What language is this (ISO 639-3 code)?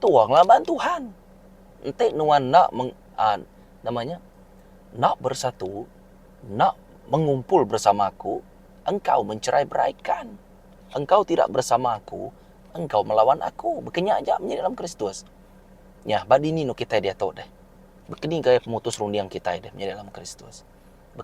iba